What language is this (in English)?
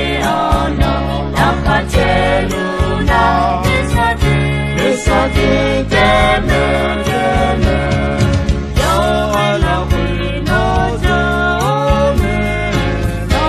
Akha